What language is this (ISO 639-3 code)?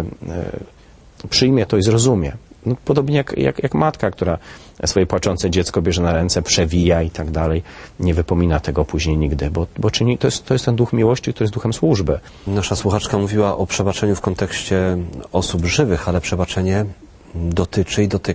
pol